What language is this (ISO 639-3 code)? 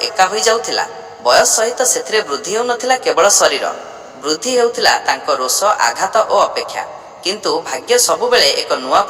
ori